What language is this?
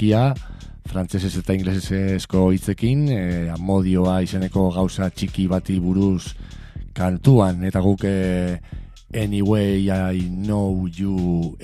Basque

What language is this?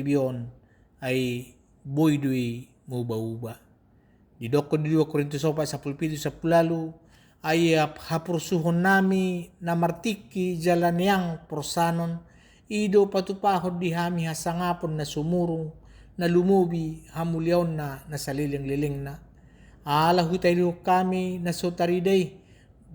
Batak Toba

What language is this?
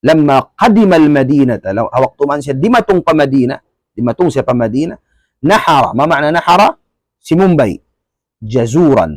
Tausug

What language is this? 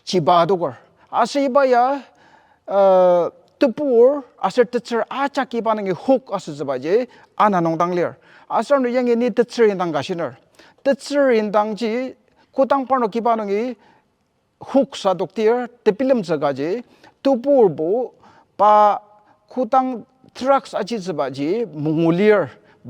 Ao Naga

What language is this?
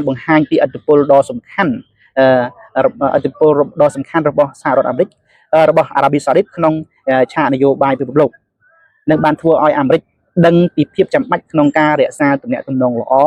Khmer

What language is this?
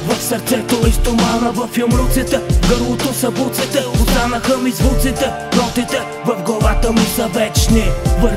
Bulgarian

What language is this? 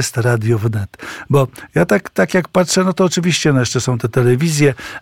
Polish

